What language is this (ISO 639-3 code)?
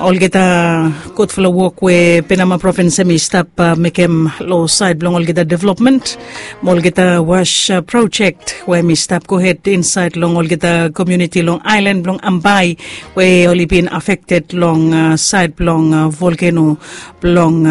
bis